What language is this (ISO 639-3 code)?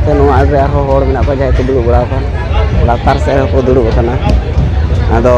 sat